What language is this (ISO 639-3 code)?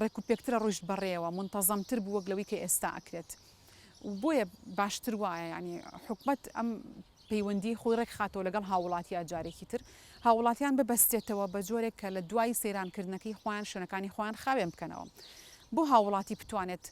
ckb